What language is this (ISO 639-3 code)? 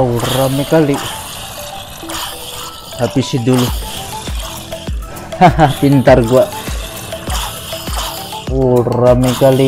ind